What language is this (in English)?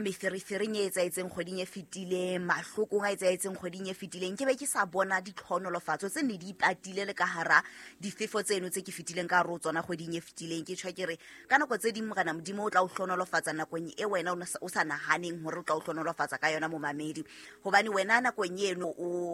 Southern Sotho